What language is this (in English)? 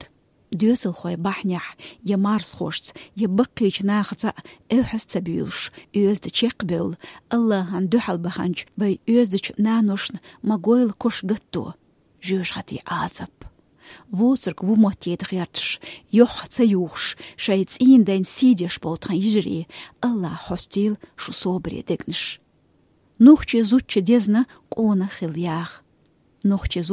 Chechen